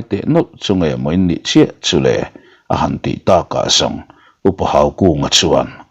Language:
Mizo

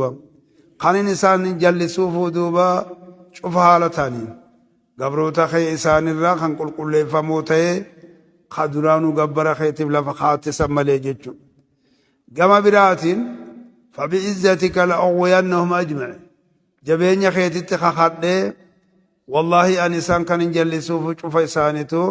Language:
Oromo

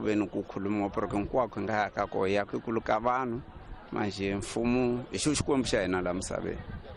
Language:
Tsonga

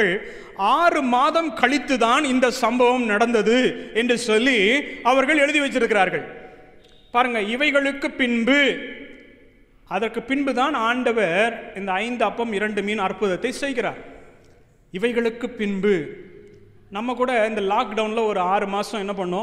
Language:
Tamil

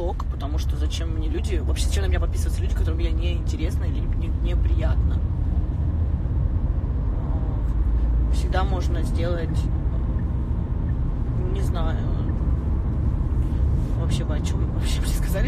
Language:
Russian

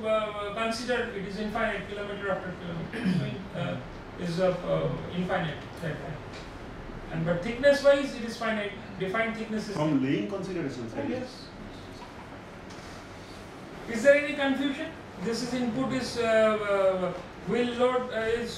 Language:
English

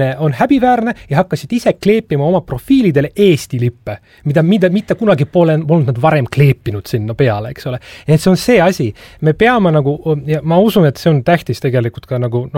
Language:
Estonian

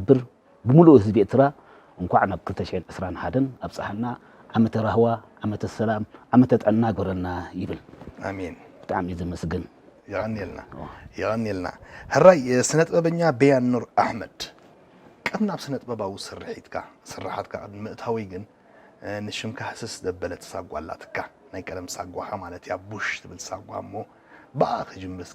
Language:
Tigrinya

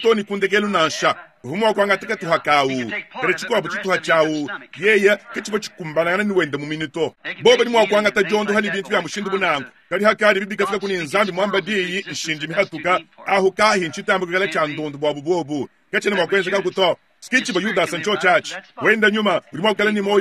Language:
Luba-Lulua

